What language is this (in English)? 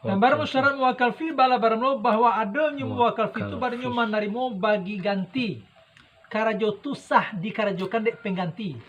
Minangkabau